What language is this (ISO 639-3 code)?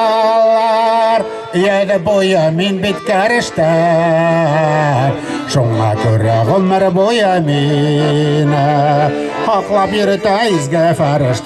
bak